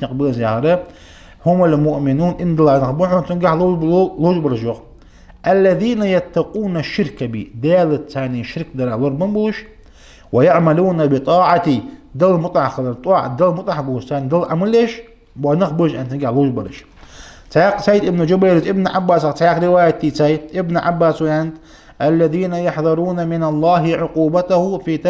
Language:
Ingush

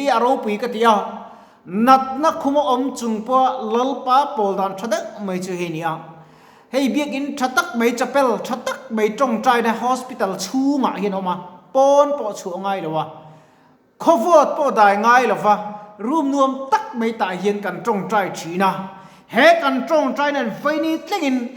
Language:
Mizo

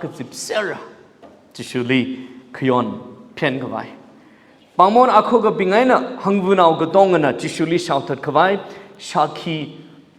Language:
Tangkhul Naga (India)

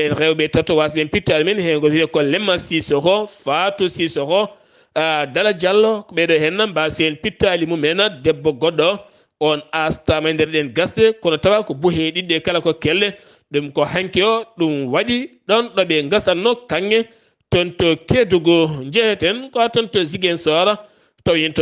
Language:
Fula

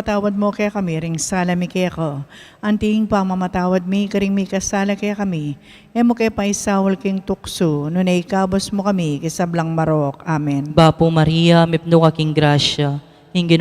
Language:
Pampanga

